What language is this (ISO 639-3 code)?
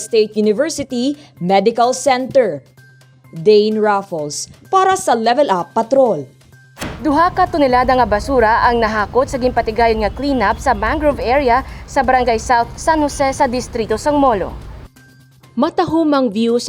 hil